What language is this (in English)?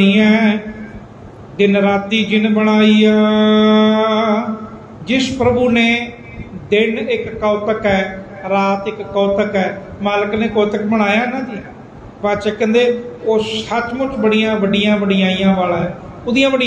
Punjabi